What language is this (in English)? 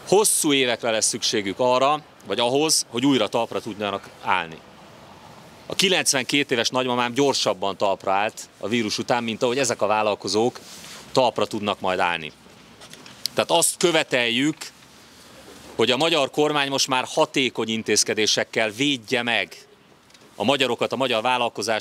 Hungarian